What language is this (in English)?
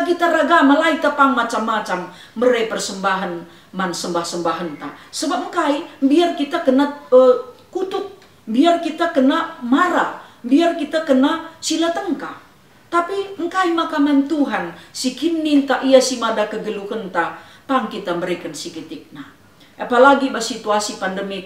Batak Karo